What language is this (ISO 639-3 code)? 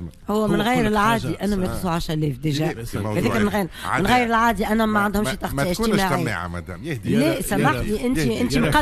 aeb